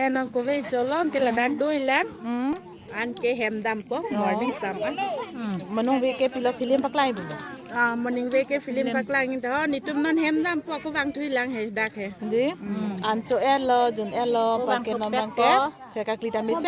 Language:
Karbi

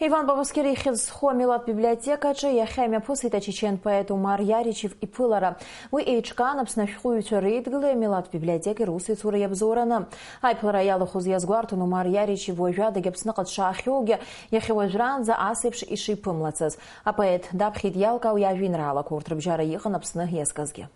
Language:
Abkhazian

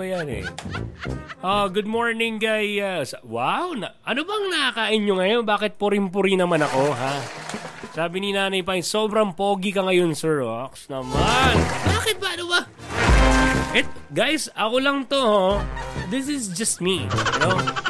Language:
Filipino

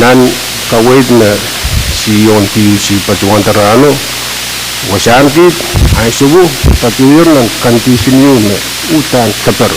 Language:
Pohnpeian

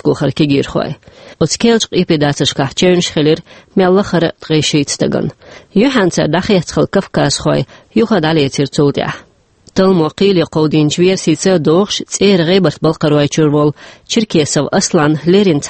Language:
Chechen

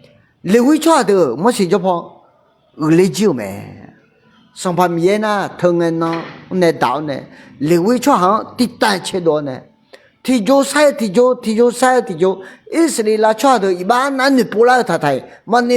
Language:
Akha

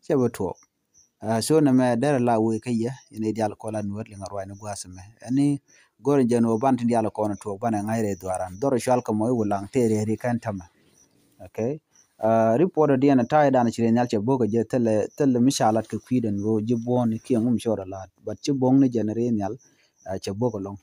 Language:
Nuer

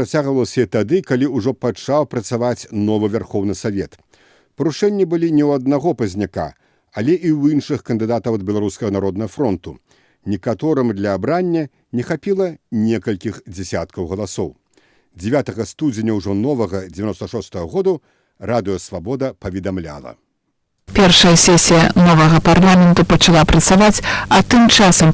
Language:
Belarusian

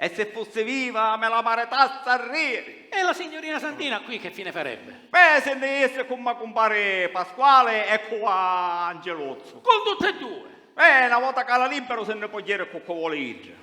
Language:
Sicilian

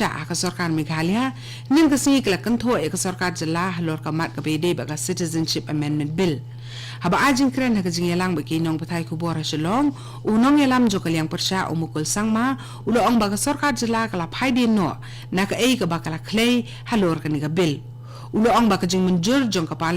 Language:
Khasi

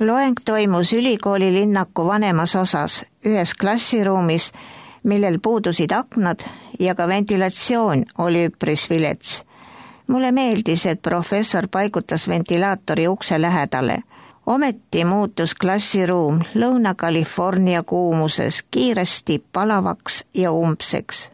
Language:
Estonian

